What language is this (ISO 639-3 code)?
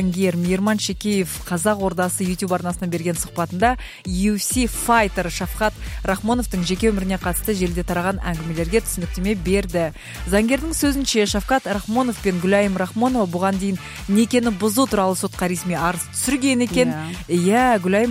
kaz